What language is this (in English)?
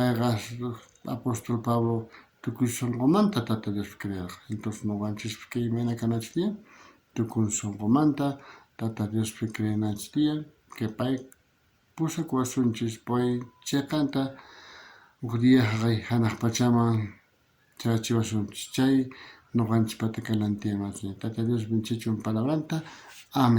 South Bolivian Quechua